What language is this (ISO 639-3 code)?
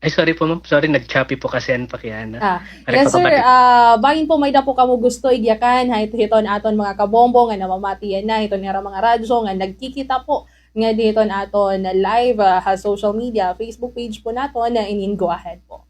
war